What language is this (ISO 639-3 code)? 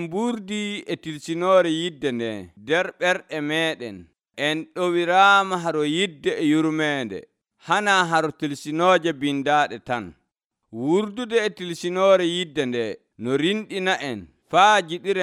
fuv